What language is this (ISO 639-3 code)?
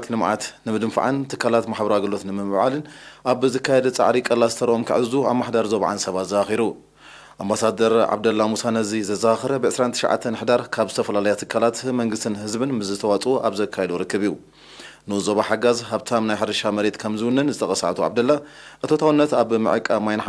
tir